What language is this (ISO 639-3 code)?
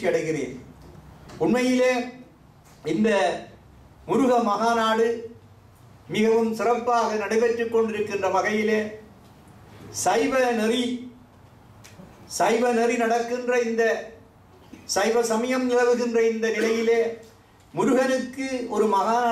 tam